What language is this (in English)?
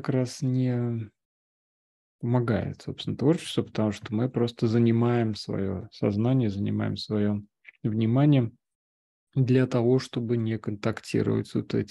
Russian